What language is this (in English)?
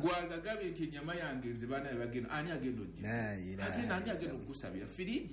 Ganda